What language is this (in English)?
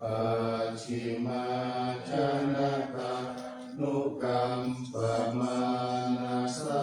Pali